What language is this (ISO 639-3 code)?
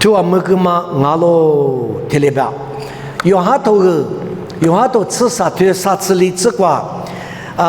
lis